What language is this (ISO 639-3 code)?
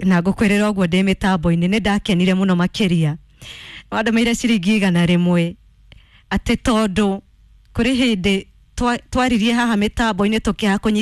kik